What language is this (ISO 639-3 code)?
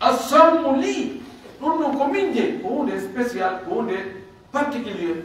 fuf